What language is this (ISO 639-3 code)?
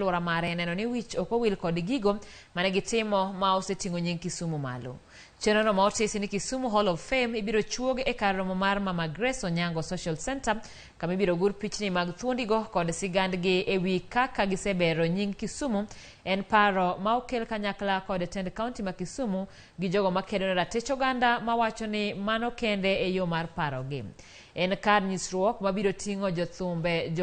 luo